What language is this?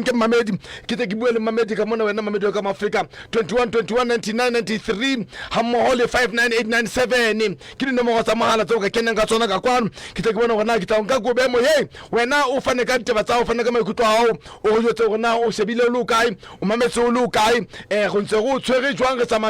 Southern Sotho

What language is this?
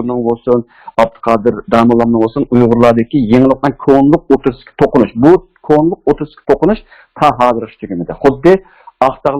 Uyghur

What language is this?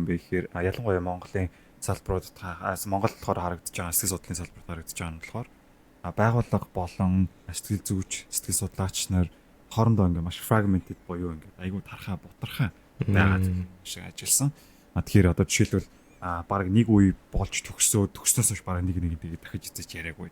Mongolian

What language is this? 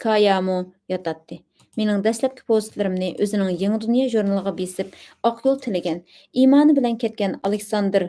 Uyghur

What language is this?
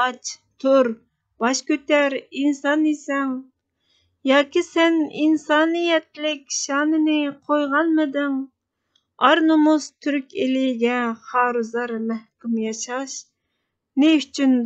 Uyghur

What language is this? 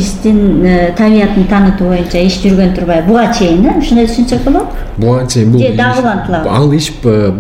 Kyrgyz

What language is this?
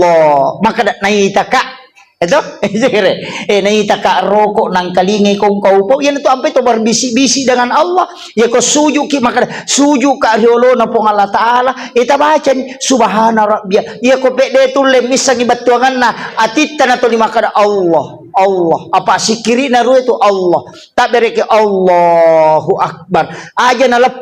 Buginese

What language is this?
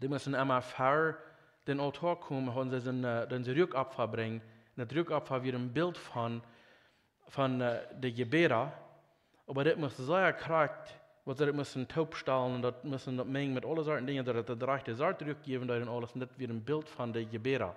Plautdietsch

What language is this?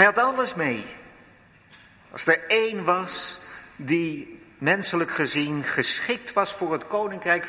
Dutch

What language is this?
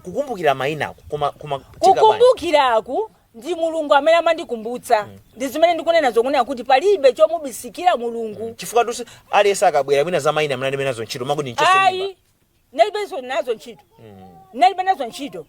Nyanja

